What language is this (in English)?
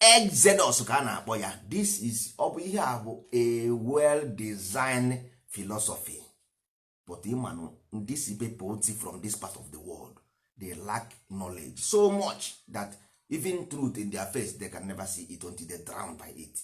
Igbo